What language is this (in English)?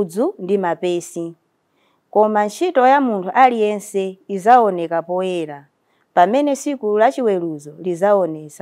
Nyanja